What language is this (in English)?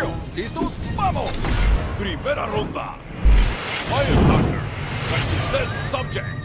Spanish